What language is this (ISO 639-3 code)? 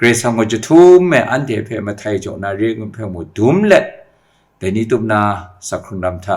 kac